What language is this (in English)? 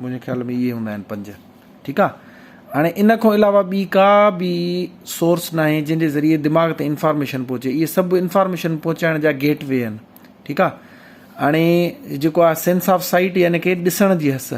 Sindhi